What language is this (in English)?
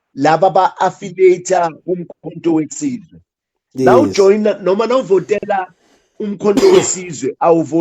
Zulu